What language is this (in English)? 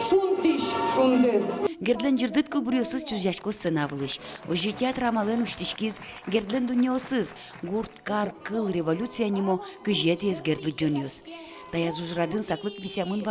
Udmurt